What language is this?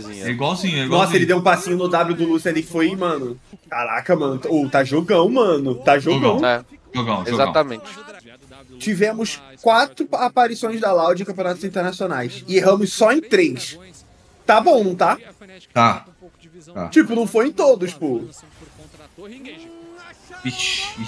Portuguese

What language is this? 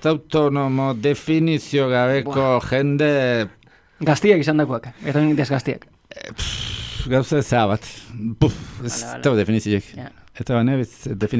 Basque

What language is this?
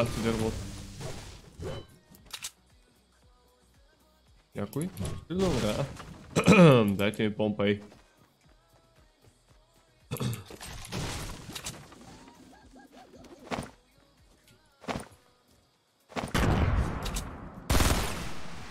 Bulgarian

